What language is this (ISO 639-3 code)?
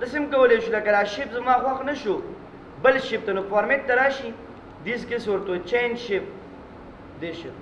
pus